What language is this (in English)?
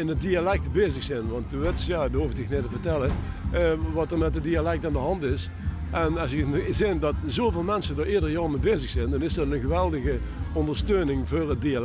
Limburgish